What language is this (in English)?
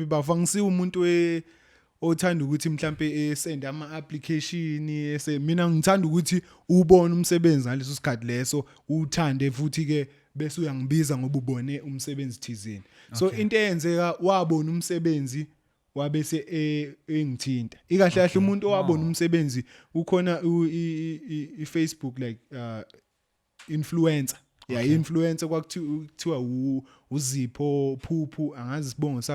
Zulu